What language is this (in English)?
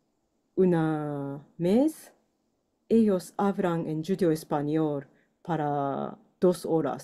Ladino